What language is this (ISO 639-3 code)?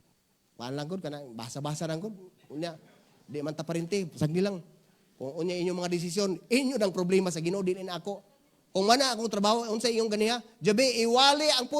ceb